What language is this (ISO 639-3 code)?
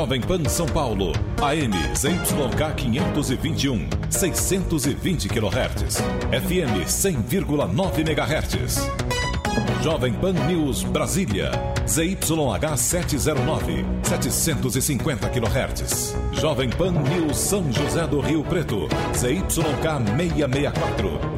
por